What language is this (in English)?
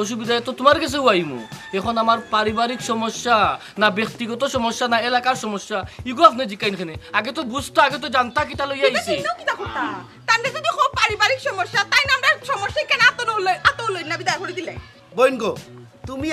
Sylheti